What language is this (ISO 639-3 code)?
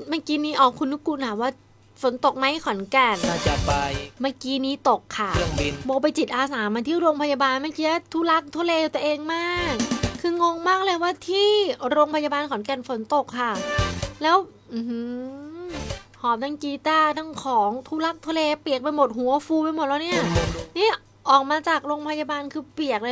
tha